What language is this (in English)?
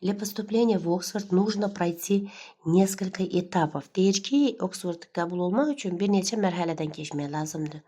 Azerbaijani